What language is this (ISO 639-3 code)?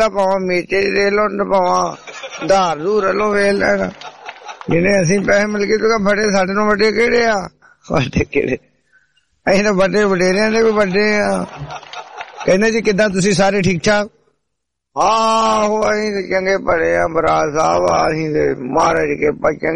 pan